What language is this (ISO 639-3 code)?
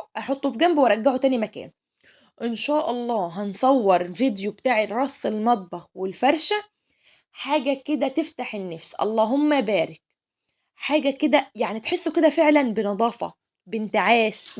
arz